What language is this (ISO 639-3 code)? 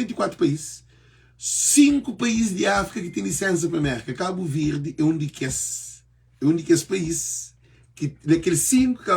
kea